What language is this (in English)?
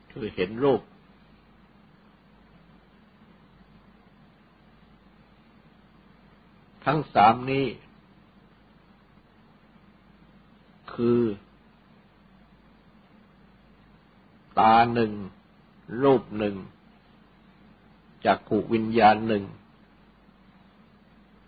Thai